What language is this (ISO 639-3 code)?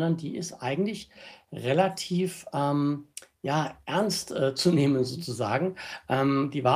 deu